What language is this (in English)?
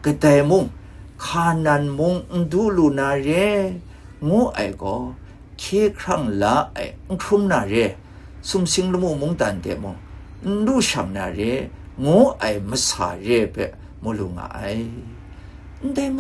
Kachin